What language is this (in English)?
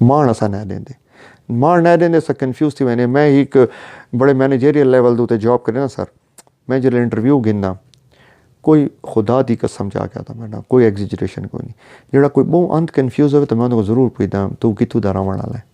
Saraiki